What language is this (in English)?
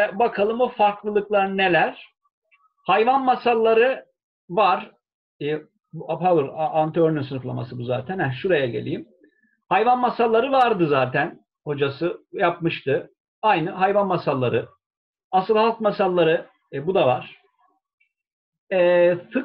Turkish